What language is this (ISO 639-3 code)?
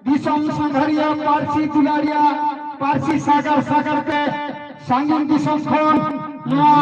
sat